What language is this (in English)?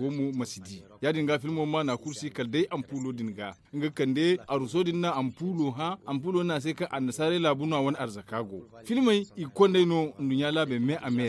Zarma